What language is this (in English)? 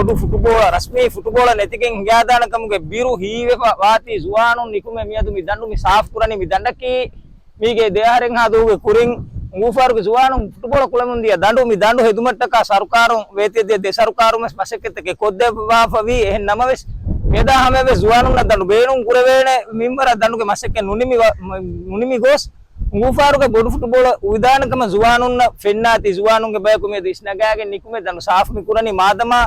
Divehi